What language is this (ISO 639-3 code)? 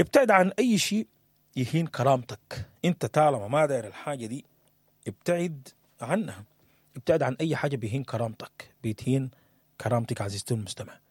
apd